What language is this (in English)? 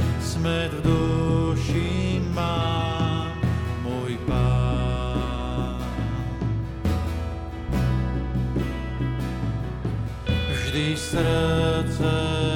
Slovak